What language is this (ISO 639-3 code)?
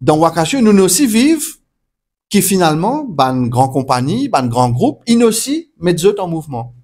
mfe